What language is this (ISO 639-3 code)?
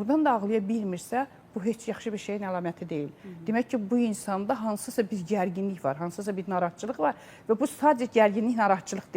aze